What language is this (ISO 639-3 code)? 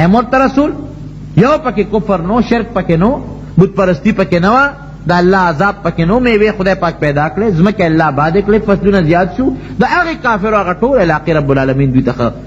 pus